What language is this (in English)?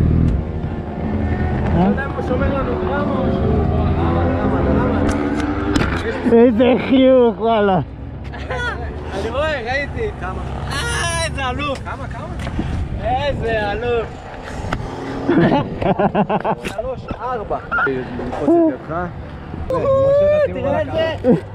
Hebrew